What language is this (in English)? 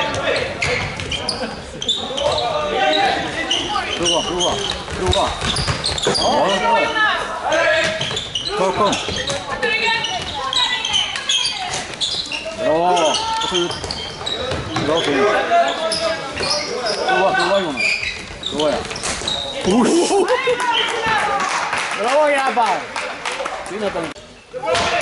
Swedish